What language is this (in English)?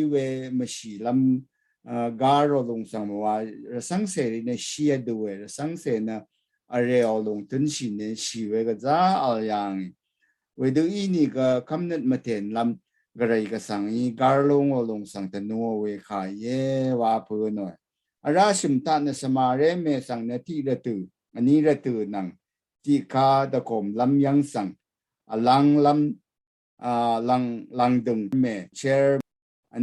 Rawang